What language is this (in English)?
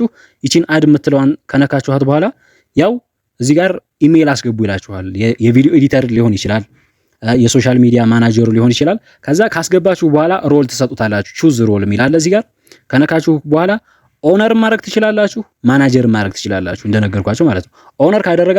Amharic